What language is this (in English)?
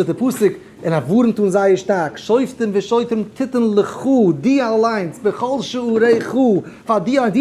Yiddish